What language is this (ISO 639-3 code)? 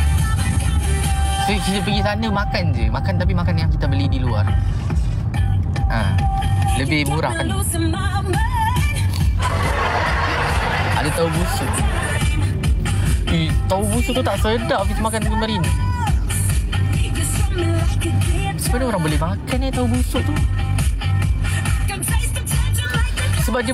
msa